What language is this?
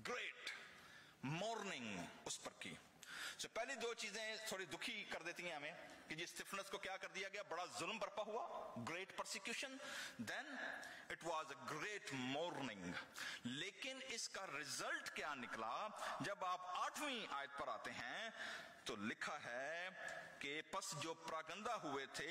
Urdu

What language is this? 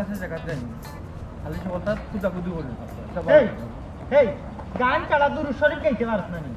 Sylheti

